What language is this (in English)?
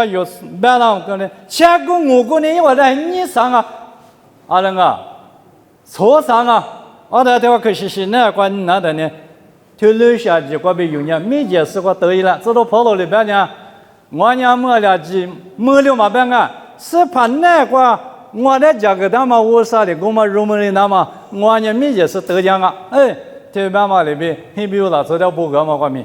Lisu